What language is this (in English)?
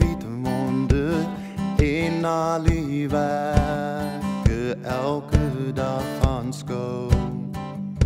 Afrikaans